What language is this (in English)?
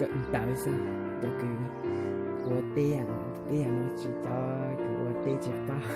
Hmong